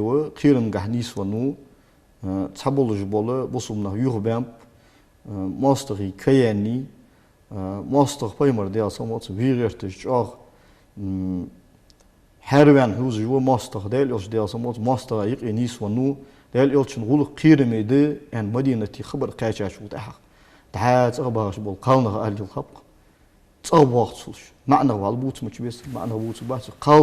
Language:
Ingush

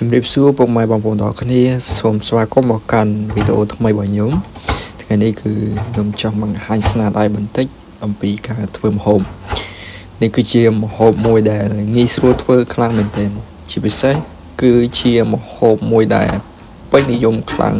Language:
Khmer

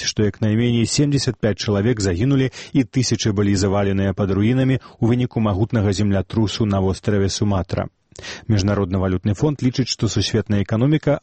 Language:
Belarusian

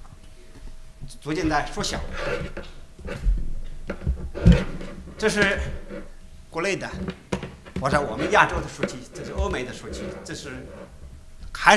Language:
Chinese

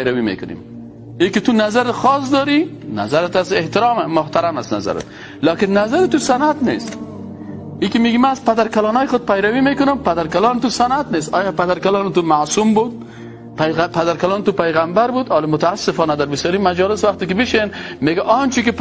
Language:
Persian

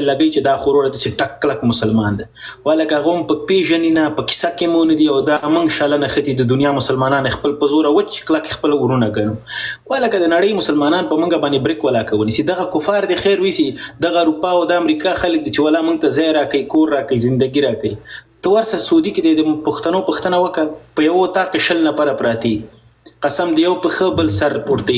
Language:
Pashto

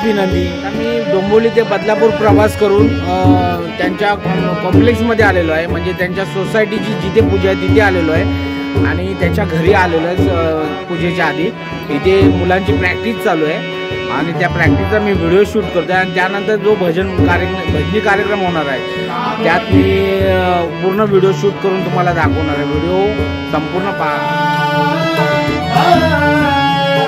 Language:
Marathi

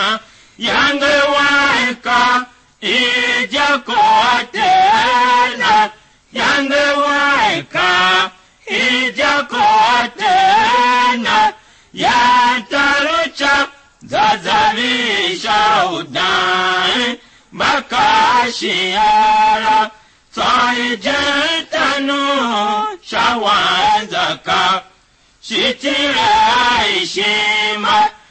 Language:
Tiv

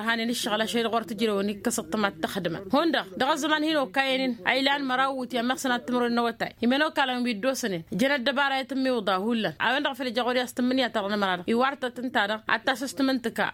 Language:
Tamasheq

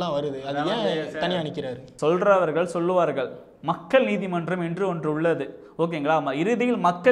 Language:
Tamil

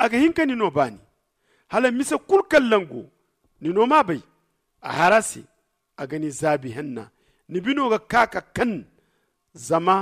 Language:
Zarma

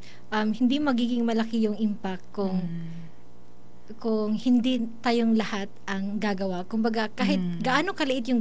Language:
Filipino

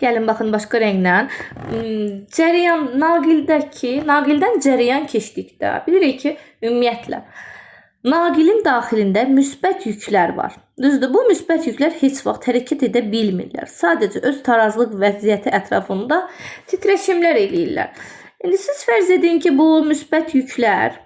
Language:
Azerbaijani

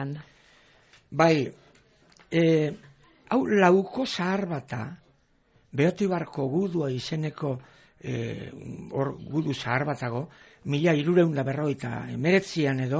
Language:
Basque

